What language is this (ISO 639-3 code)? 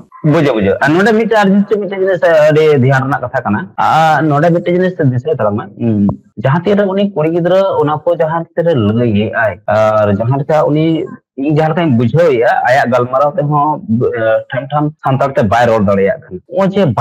sat